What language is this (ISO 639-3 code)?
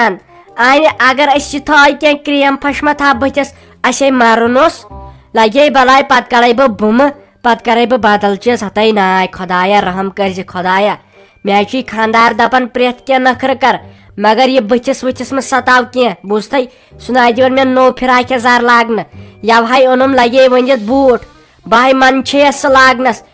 kas